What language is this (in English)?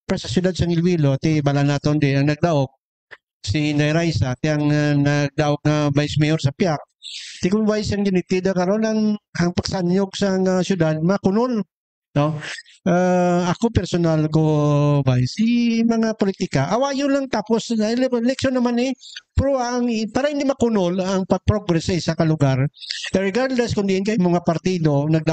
Hiligaynon